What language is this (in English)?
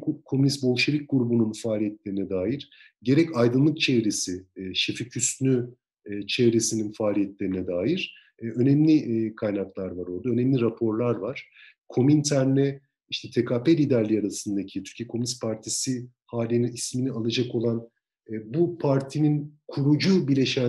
Turkish